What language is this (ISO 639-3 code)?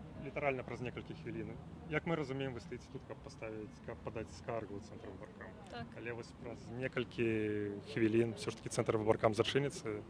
bel